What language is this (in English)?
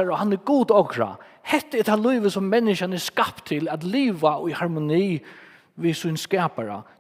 Faroese